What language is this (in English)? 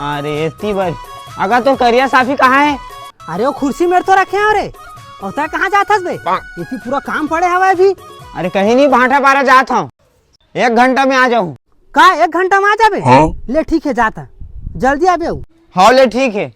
Chhattisgarhi